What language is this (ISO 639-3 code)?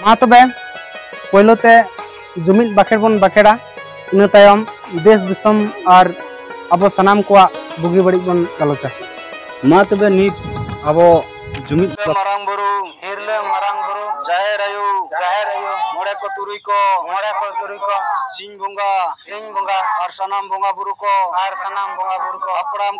sat